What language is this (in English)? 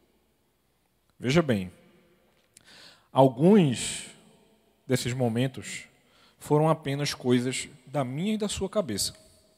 Portuguese